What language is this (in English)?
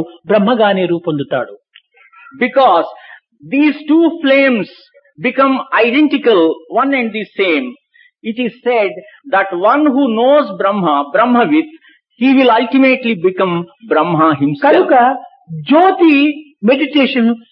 Telugu